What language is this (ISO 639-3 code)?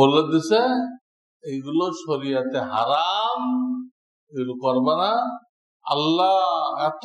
ben